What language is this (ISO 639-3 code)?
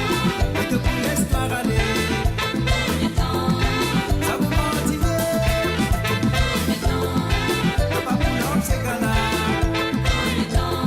mfe